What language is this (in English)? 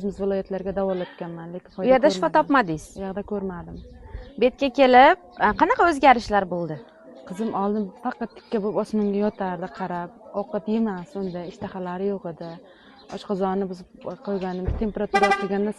Uzbek